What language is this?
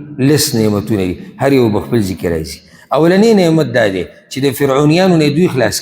Pashto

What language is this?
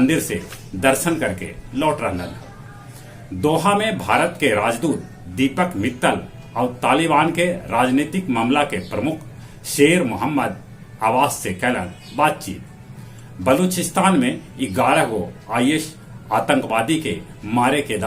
Magahi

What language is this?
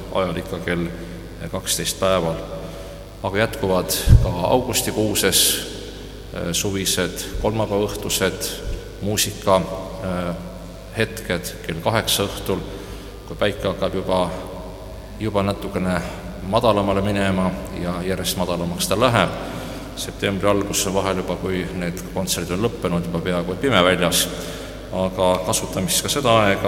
Estonian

